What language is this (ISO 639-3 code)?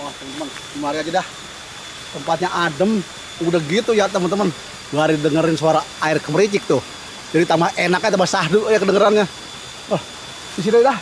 bew